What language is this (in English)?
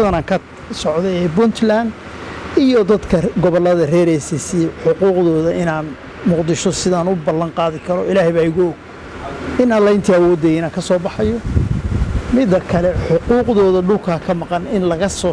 Somali